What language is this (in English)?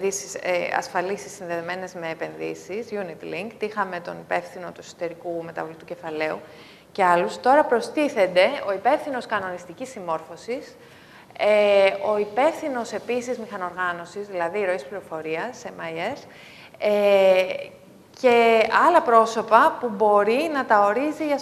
Greek